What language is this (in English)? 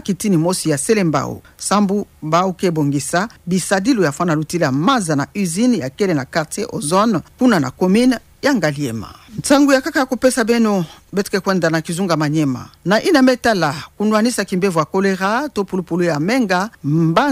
Kituba (Democratic Republic of Congo)